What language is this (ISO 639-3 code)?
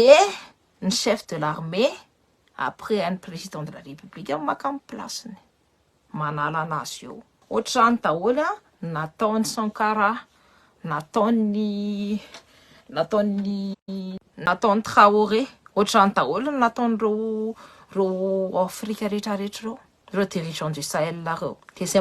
mlg